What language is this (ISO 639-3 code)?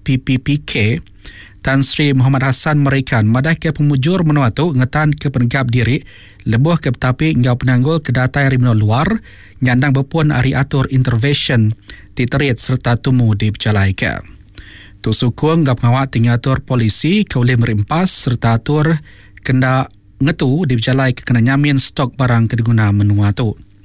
iba